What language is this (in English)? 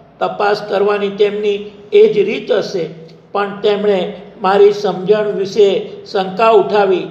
Gujarati